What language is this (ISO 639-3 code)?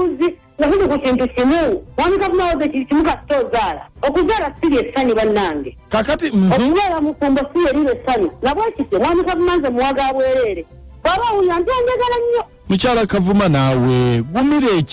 lug